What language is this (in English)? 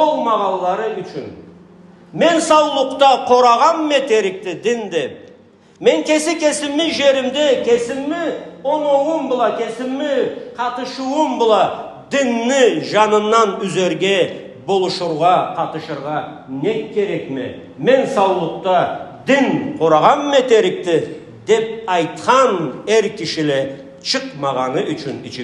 Karachay-Balkar